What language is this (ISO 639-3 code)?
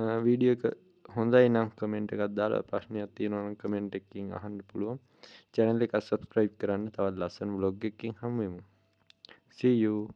sin